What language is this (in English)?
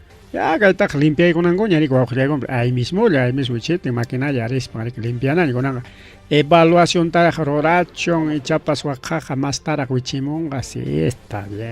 Ayacucho Quechua